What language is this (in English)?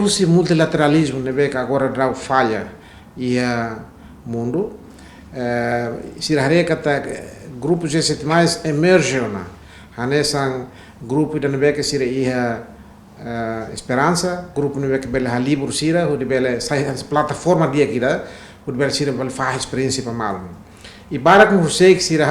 Tetum